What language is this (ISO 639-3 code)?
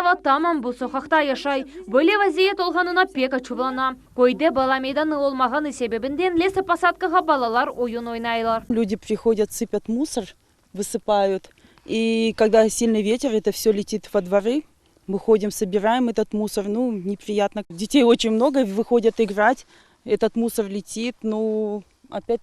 crh